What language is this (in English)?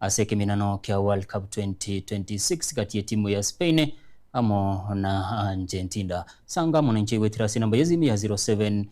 Gusii